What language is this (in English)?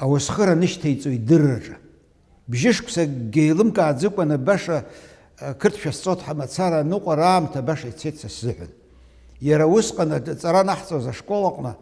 Abkhazian